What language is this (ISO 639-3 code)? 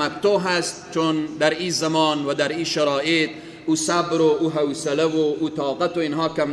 fas